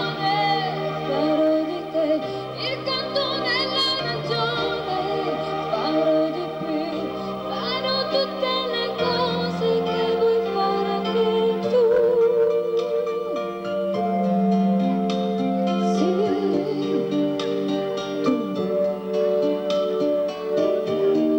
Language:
Italian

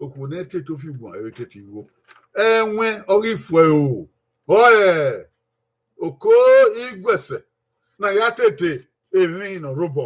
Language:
Bini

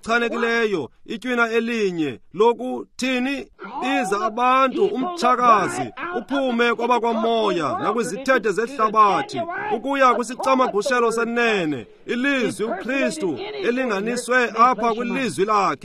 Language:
Xhosa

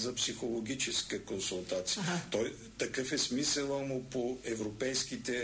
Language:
Bulgarian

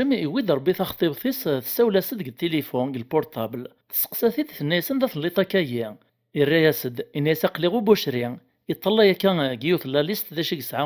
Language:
Kabyle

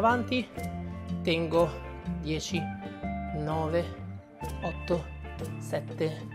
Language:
Italian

